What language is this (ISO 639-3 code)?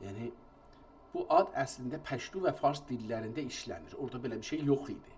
azb